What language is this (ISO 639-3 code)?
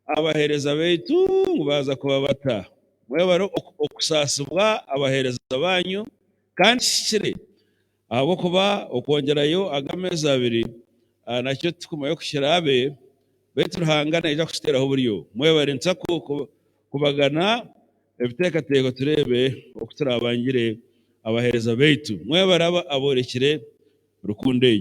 nyn